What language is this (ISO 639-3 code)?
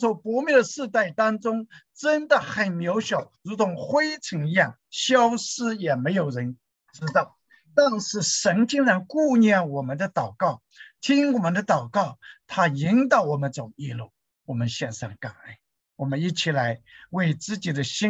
zho